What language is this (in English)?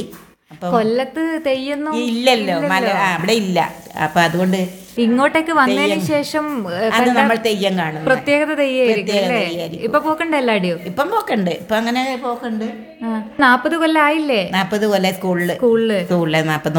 Malayalam